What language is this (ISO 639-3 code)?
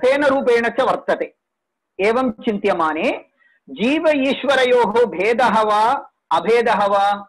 san